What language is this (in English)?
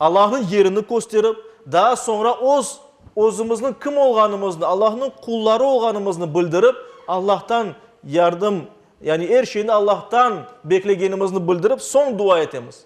Crimean Tatar